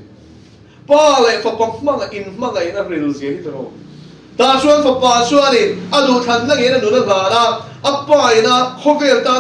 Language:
Mizo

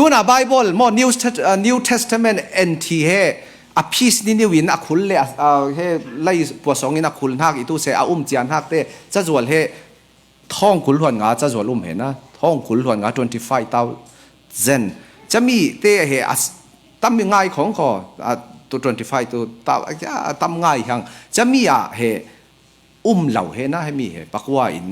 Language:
Falam Chin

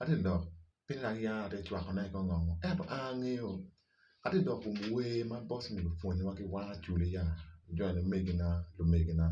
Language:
Acoli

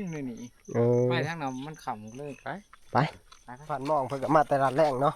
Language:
Northeastern Thai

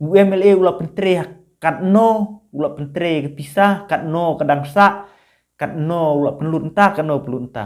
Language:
Khasi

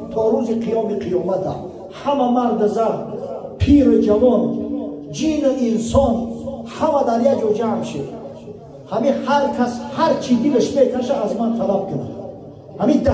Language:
Tajik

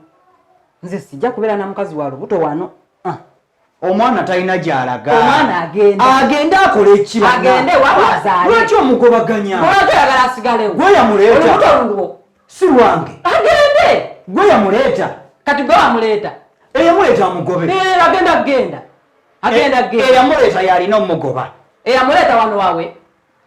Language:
Ganda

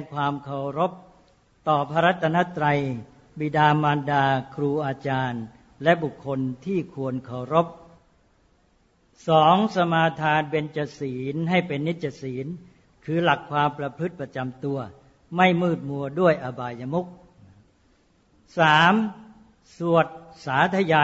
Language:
Thai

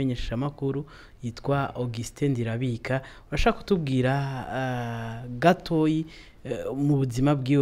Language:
Rundi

